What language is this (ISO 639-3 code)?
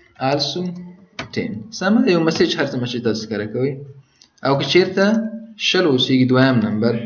pus